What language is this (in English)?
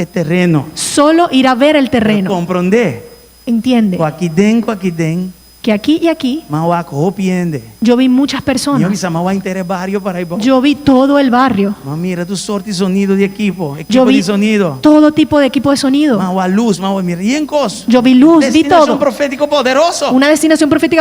Papiamento